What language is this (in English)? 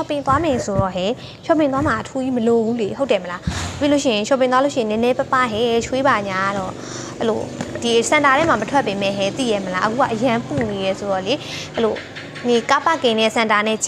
Burmese